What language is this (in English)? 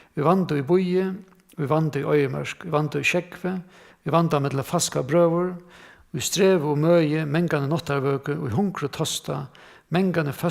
Faroese